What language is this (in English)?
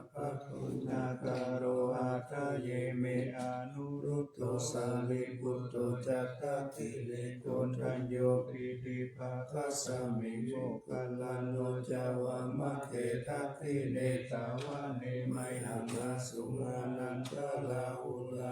Pali